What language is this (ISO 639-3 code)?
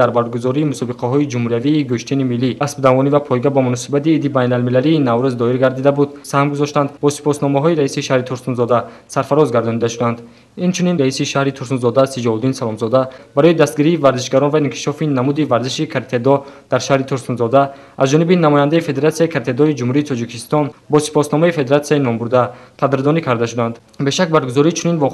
tgk